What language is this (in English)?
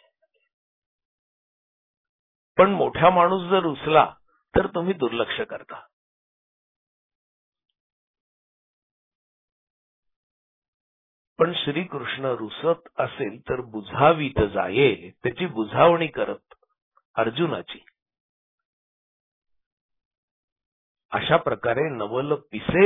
Marathi